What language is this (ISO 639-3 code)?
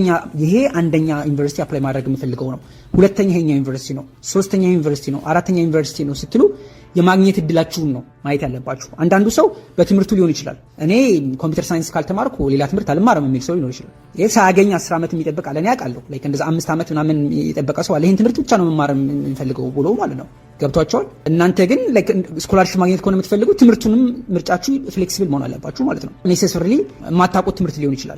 amh